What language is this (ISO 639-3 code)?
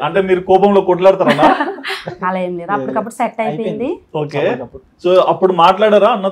tel